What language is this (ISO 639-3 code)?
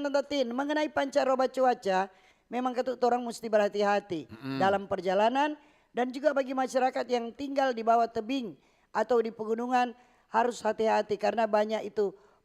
xmm